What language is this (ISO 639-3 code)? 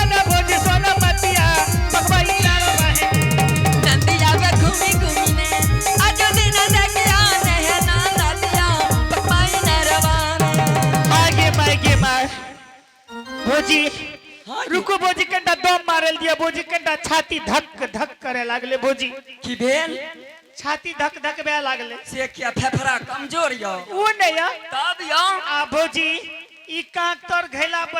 anp